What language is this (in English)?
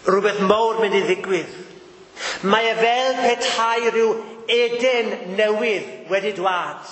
Welsh